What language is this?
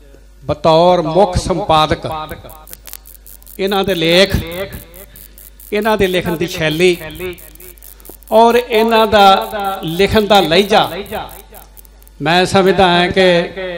Punjabi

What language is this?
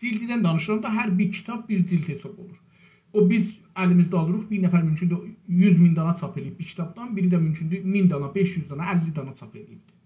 South Azerbaijani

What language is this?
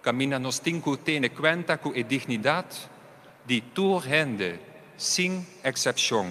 Papiamento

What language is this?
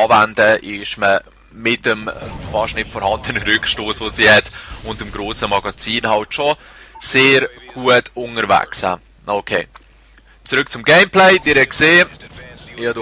Swiss German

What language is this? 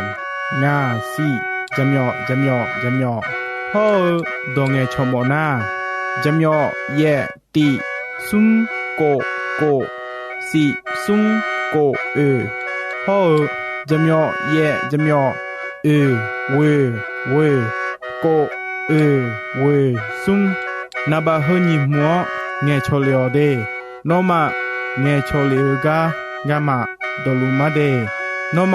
Akha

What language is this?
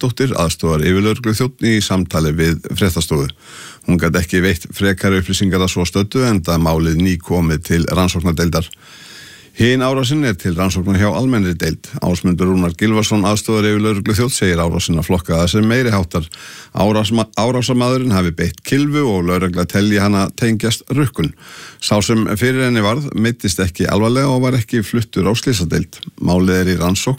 Icelandic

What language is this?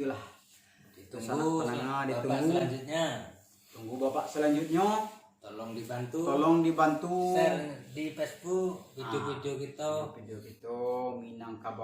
Minangkabau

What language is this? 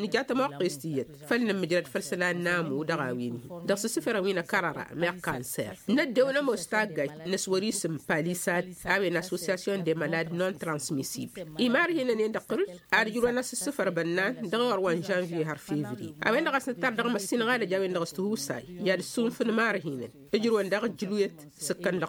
Tamasheq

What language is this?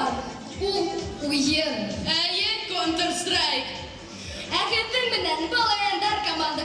Bashkir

